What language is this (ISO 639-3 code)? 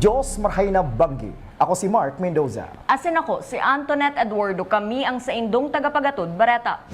bik